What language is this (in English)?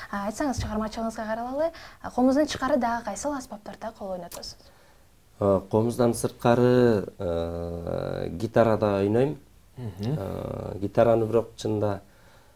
Kyrgyz